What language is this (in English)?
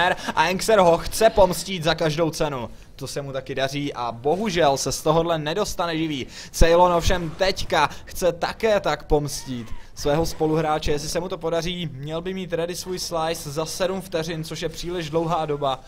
Czech